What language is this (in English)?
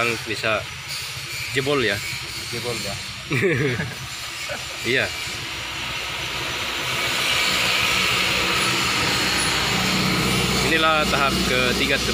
Indonesian